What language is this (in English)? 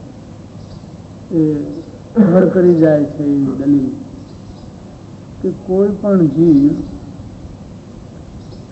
Gujarati